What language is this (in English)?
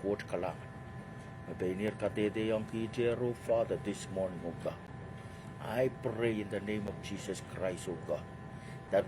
Pohnpeian